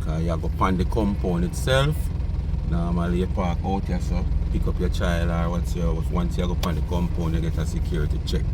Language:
Jamaican Creole English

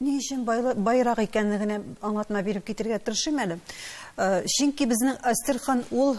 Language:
Tatar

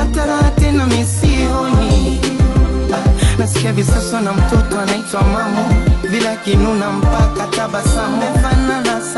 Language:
Swahili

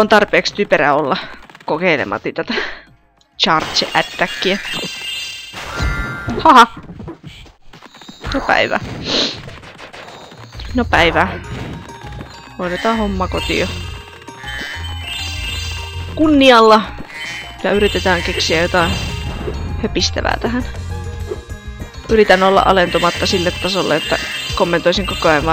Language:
Finnish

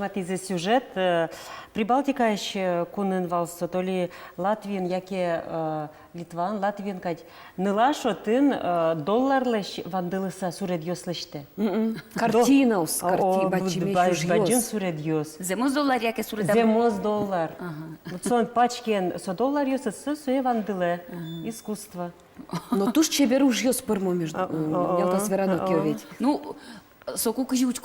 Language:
Udmurt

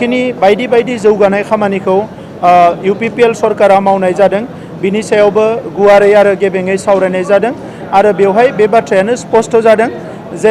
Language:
Bodo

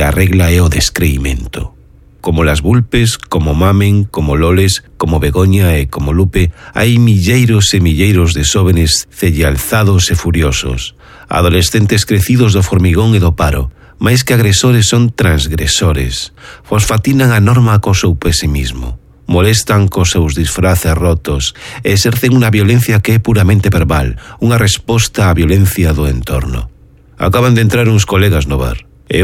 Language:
Galician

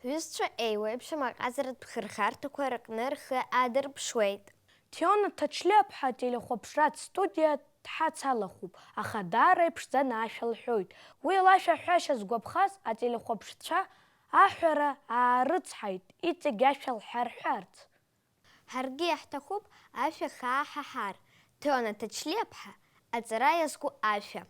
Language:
Abkhazian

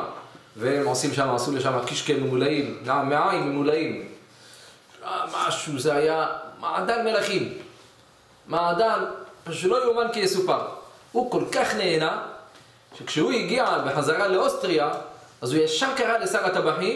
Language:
Hebrew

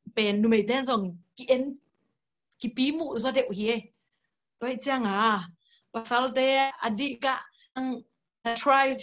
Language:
Tedim Chin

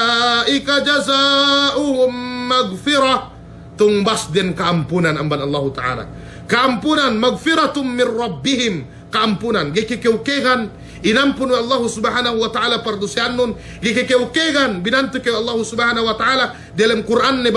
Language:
Yakan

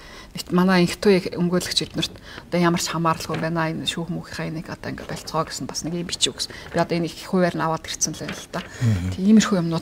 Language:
Mongolian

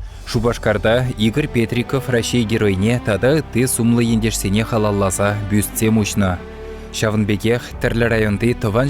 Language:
Chuvash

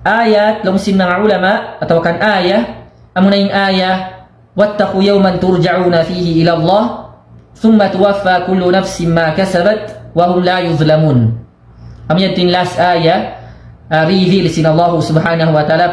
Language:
Tausug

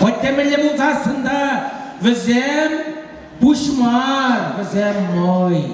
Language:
Chuvash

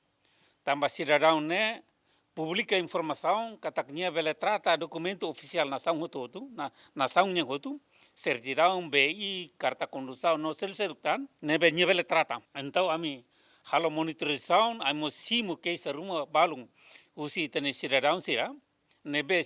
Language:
Tetum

